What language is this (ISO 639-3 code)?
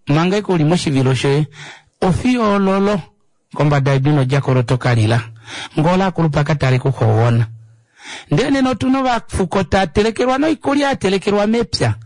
kua